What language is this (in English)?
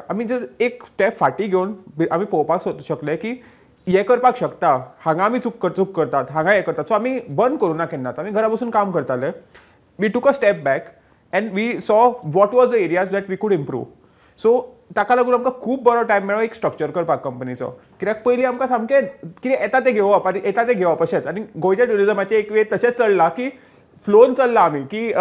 Konkani